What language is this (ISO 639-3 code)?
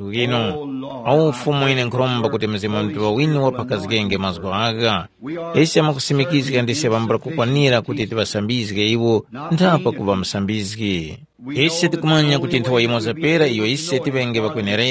tum